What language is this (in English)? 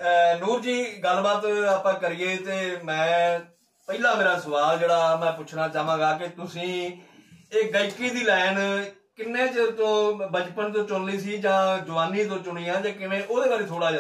Punjabi